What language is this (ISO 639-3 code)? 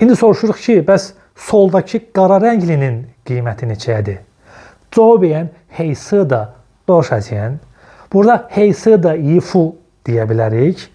aze